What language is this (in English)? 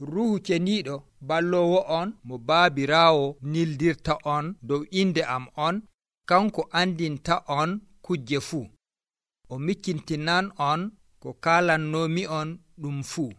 Nigerian Fulfulde